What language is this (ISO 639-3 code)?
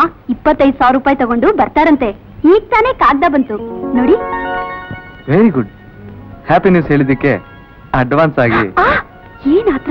kan